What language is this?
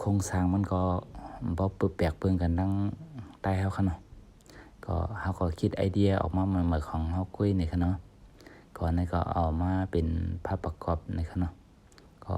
Shan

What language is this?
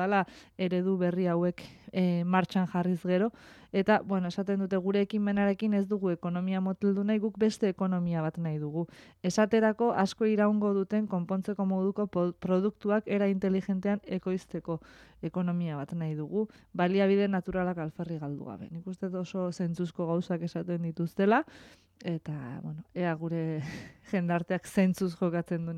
Basque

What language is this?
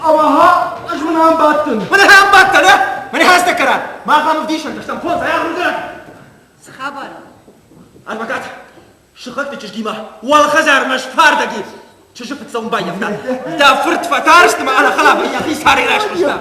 Ossetic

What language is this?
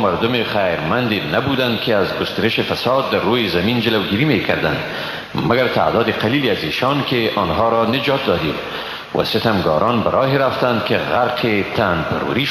Persian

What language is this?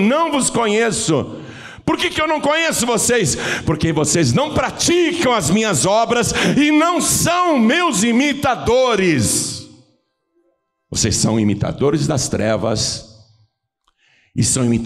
Portuguese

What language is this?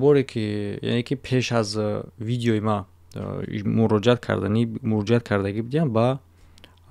Tajik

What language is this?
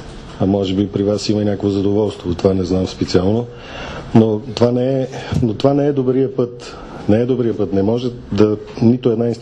Bulgarian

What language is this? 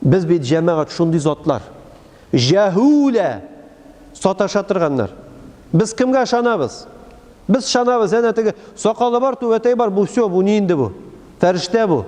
Tatar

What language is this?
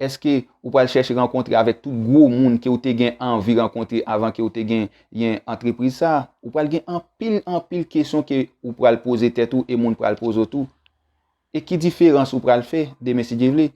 Haitian Creole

